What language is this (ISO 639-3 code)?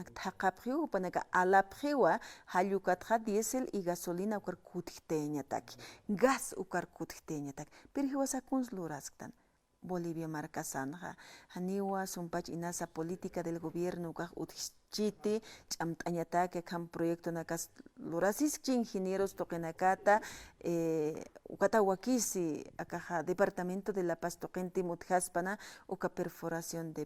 aym